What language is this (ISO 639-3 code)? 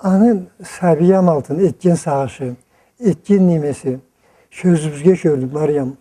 krc